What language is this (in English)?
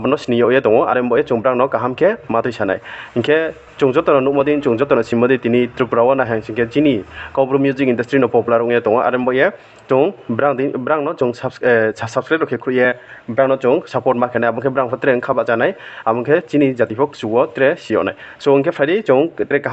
Riang (India)